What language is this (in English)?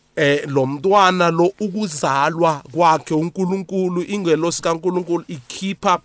South Ndebele